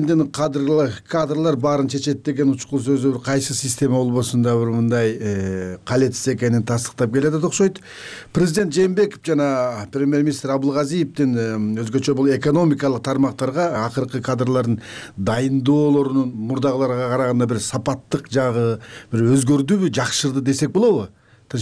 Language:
Kyrgyz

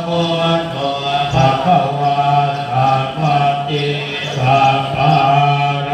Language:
Pali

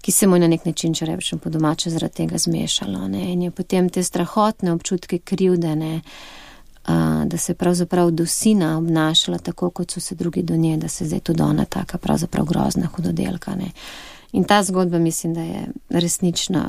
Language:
Slovenian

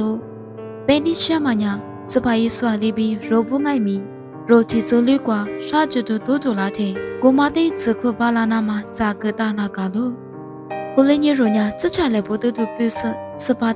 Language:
Lisu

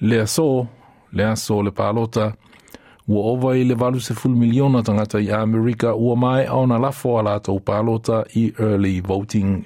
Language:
Samoan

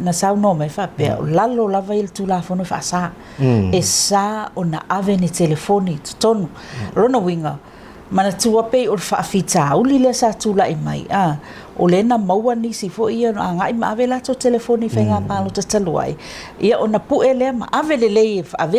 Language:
Samoan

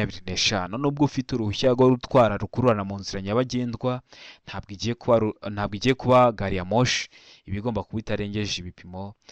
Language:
Kinyarwanda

